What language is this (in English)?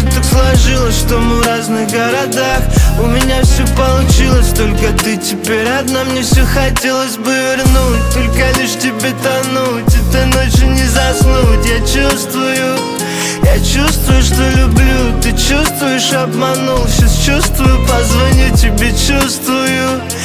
Russian